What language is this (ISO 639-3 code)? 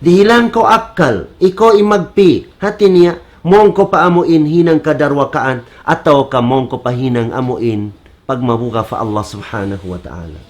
tsg